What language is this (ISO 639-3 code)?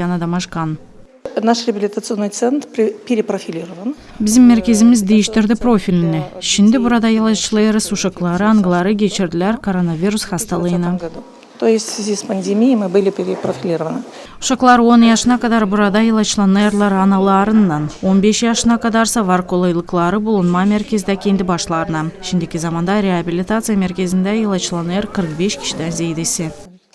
gag